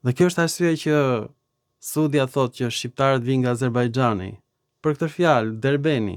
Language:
Albanian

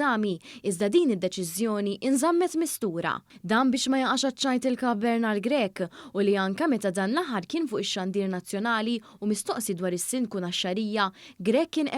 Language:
Maltese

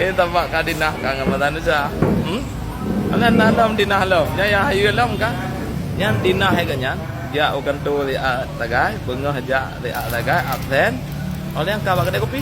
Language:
Achinese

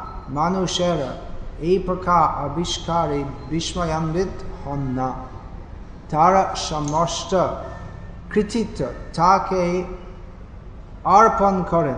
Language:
Bangla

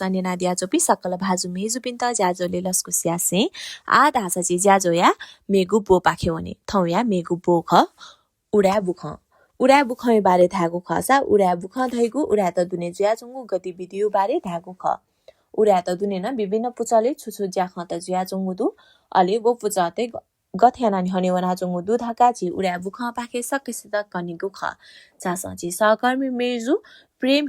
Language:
Newari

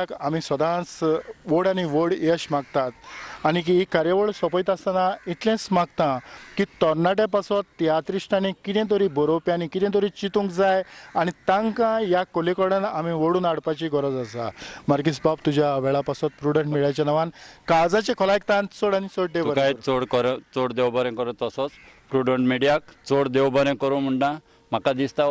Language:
Konkani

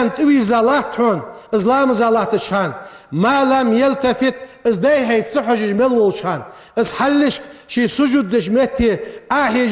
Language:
Ingush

